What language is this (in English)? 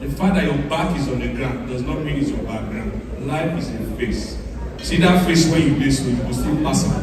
Nigerian Pidgin